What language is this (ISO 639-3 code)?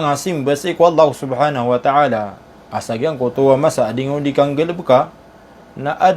mrw